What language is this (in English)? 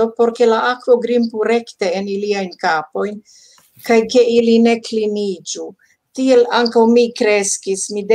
Esperanto